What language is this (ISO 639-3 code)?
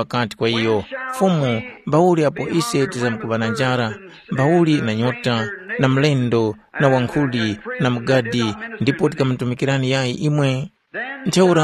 tum